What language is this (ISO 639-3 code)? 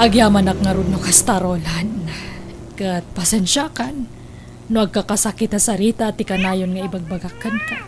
ilo